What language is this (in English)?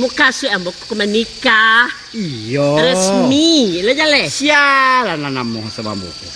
Minangkabau